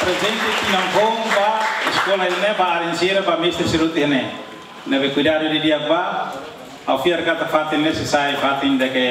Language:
Tetum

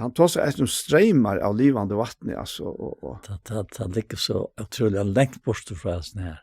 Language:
Faroese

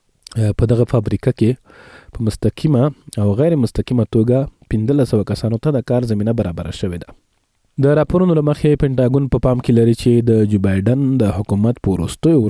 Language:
Pashto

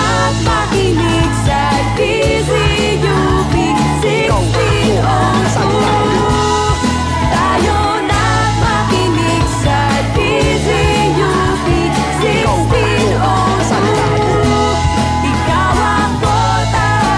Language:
Filipino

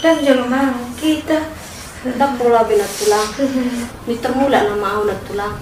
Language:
Batak Toba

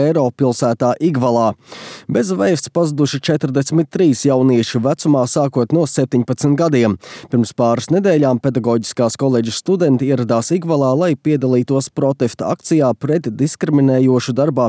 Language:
Latvian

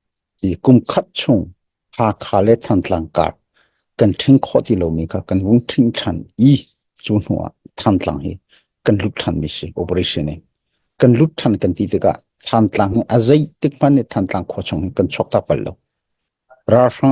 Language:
Hakha Chin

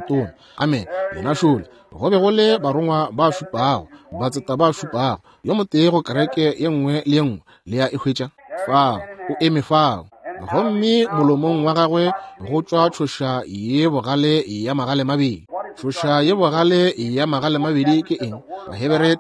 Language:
Northern Sotho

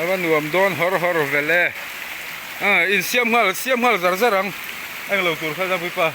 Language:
Mizo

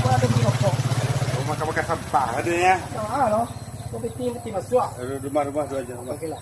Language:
Minangkabau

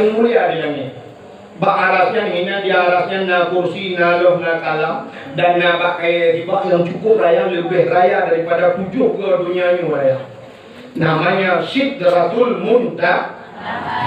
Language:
Achinese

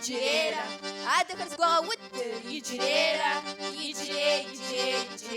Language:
Kabardian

